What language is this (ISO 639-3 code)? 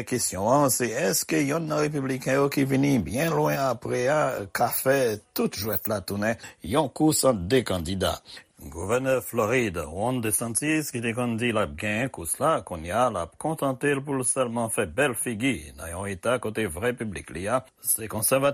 hat